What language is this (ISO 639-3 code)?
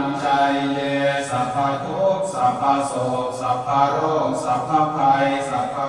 pli